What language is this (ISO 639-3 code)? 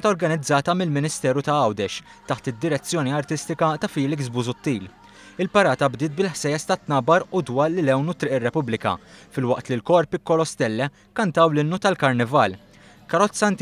mlt